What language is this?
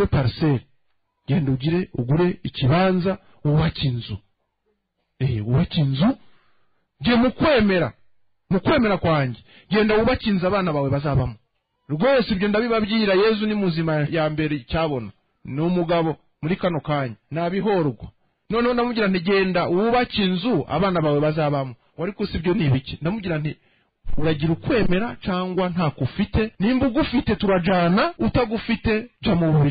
Kinyarwanda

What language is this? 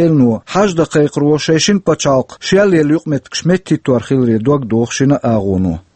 Chechen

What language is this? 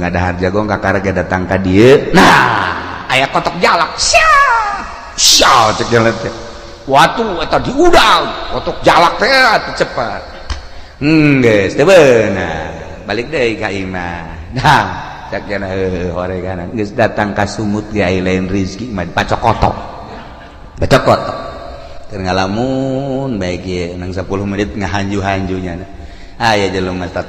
Sundanese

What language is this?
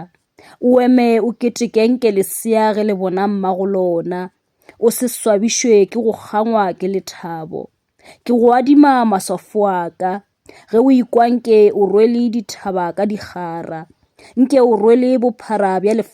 Northern Sotho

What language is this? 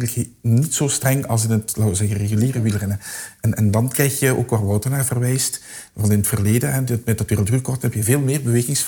Dutch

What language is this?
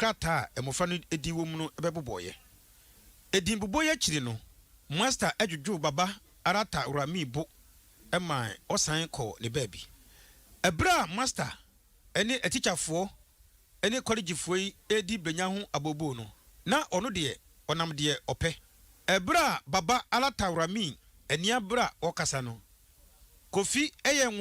Akan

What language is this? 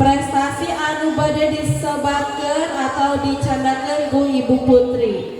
Sundanese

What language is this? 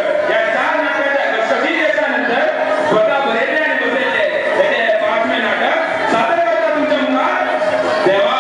Konkani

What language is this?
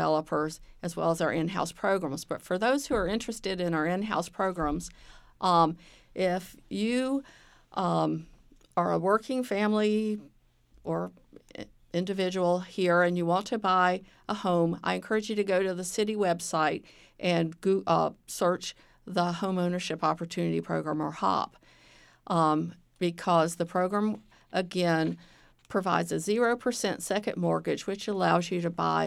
English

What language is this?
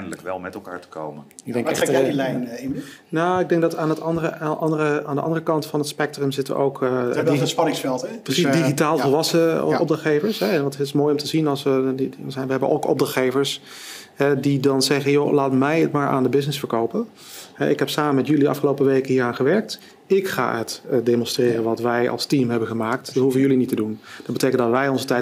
Dutch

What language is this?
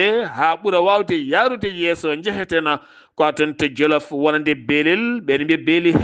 Fula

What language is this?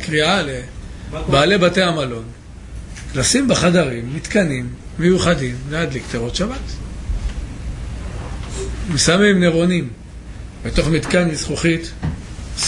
Hebrew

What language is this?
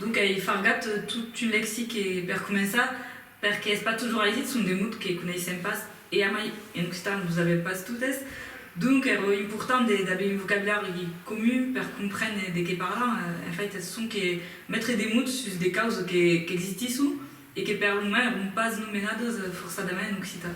Occitan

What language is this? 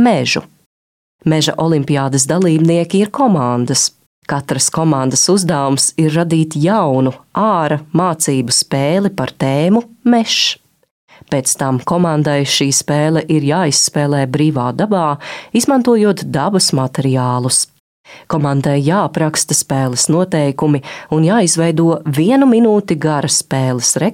Latvian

